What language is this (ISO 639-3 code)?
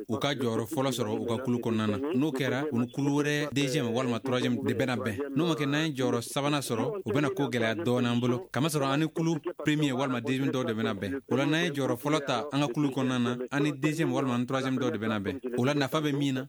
bam